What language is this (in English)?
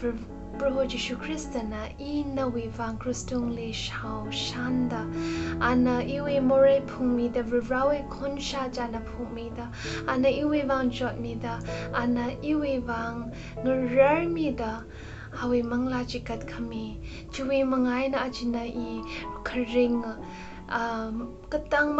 Tangkhul Naga (India)